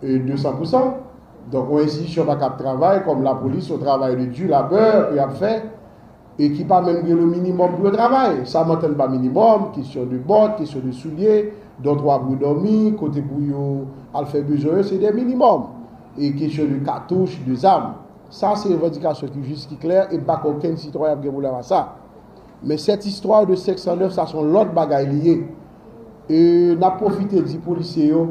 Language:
Haitian Creole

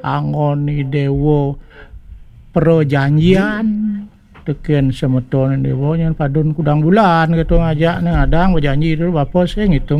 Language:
Balinese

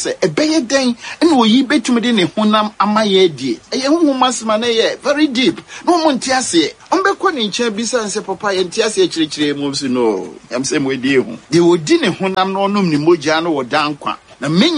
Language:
Akan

